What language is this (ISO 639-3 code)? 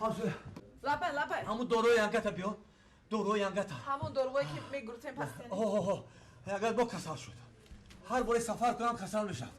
tgk